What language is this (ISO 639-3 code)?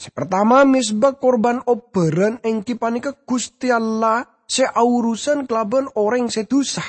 mad